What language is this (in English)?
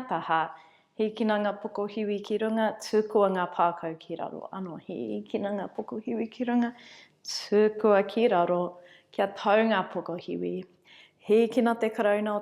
Māori